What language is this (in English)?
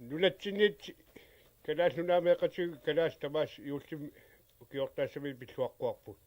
Kalaallisut